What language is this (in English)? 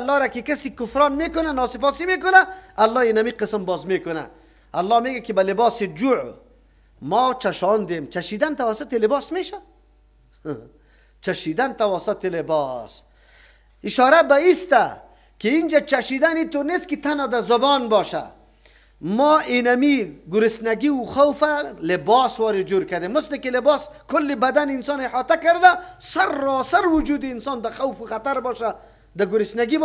Persian